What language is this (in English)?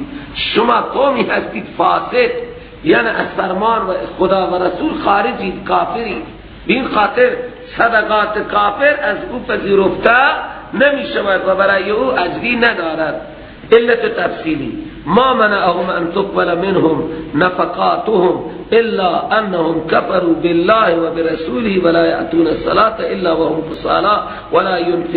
Persian